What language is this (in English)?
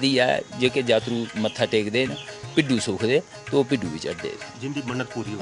Dogri